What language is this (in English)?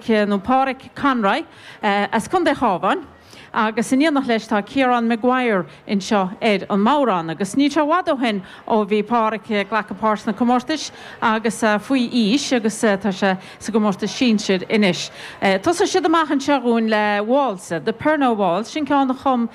Irish